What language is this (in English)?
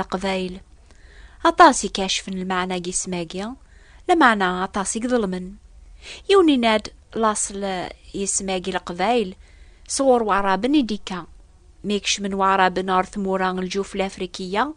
Kabyle